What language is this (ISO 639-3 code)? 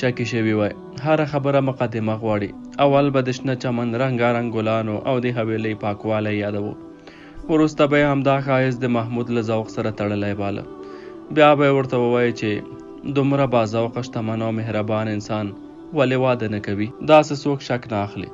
pus